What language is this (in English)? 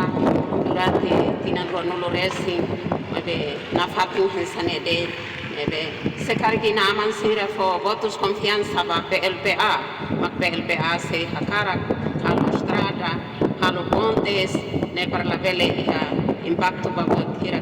Tetum